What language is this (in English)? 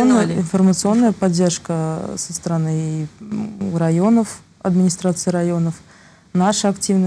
Russian